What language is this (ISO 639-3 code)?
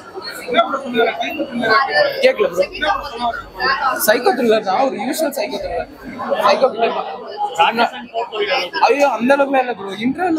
tam